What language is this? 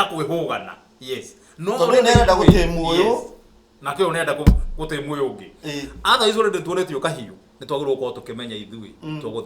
Kikuyu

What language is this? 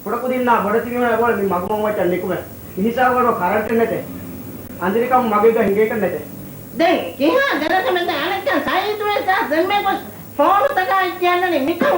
Divehi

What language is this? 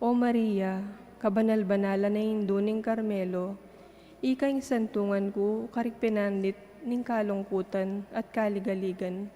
Pampanga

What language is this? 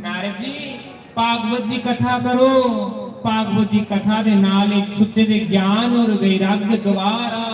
Dogri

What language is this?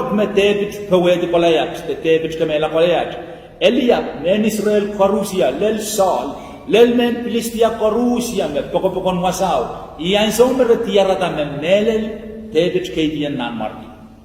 Pohnpeian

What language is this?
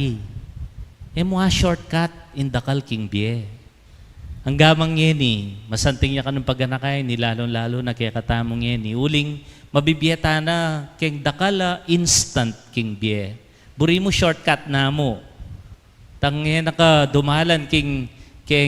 Pampanga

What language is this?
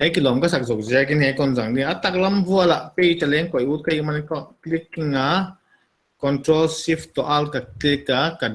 Paite Chin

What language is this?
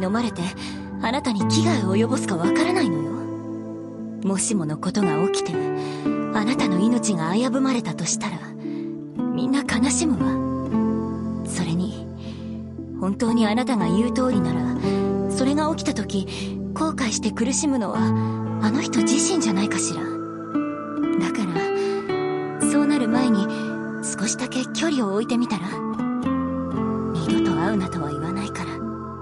Japanese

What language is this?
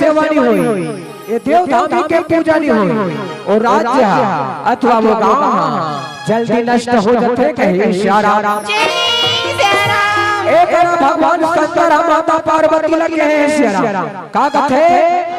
Chhattisgarhi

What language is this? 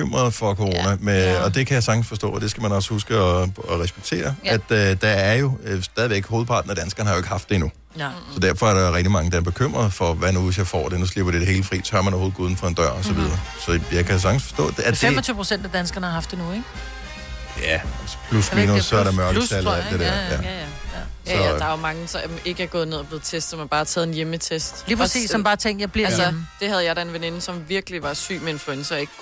Danish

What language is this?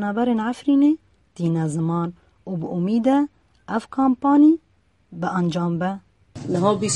Kurdish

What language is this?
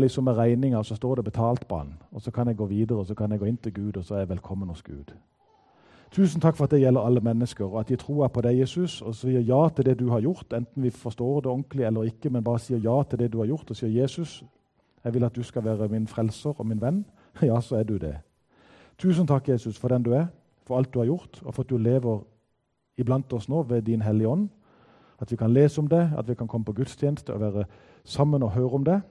Norwegian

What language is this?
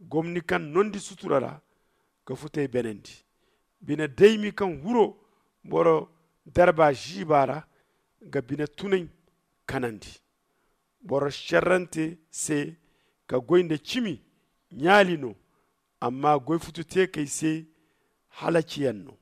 Zarma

